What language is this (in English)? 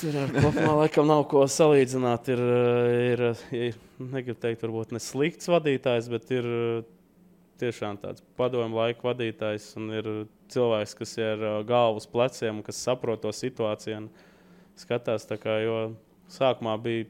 Latvian